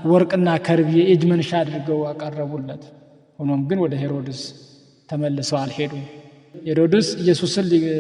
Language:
Amharic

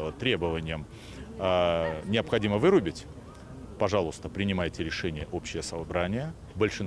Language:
Russian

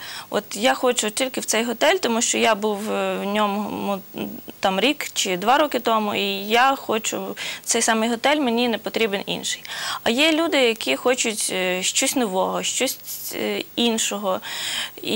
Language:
Ukrainian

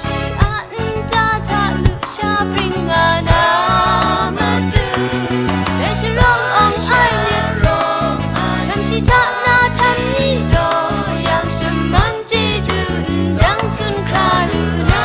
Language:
Kachin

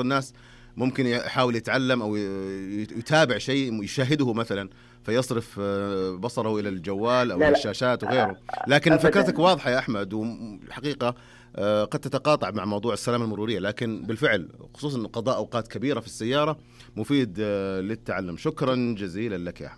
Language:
Najdi Arabic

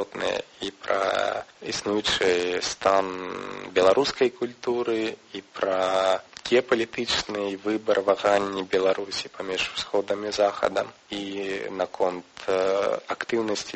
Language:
Belarusian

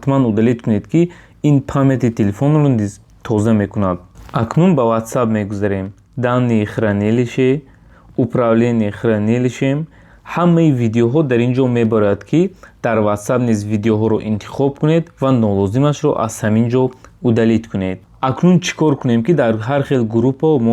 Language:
Tajik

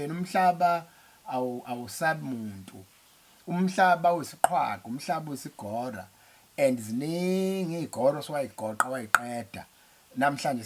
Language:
Zulu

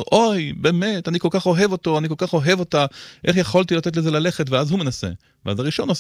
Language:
Hebrew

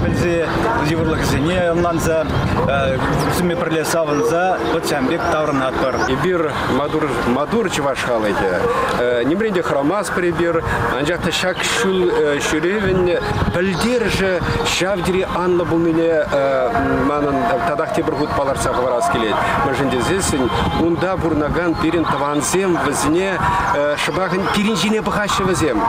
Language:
Chuvash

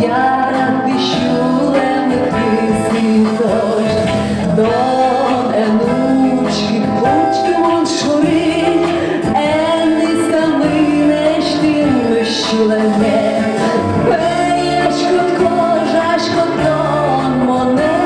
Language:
Udmurt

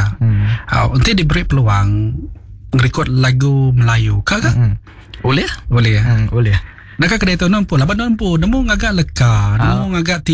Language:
Iban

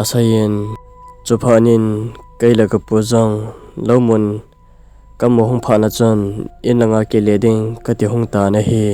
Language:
Thado Chin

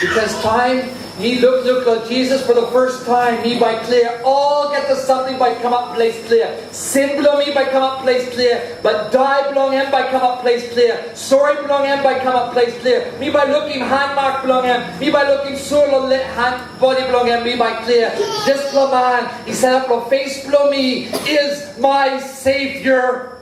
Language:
Tok Pisin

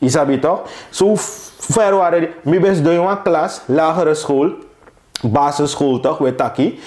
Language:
Sranan Tongo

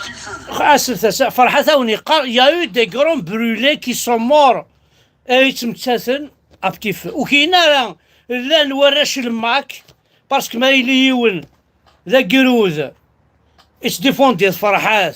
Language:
Kabyle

